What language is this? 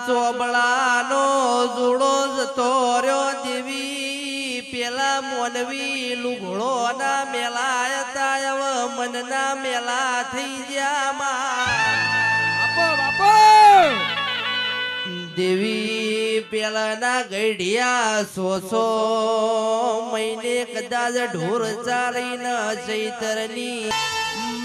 Gujarati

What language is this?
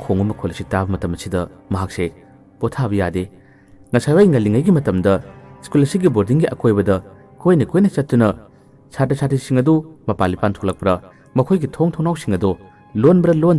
Manipuri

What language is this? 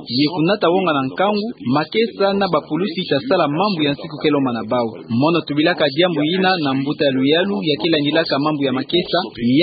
Kituba (Democratic Republic of Congo)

